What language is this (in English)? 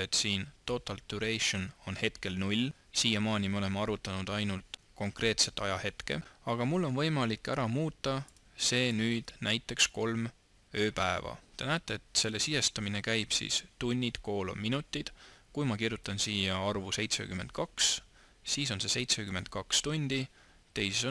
Estonian